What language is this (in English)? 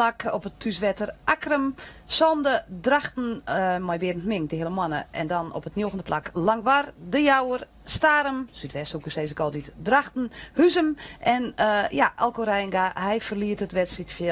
Western Frisian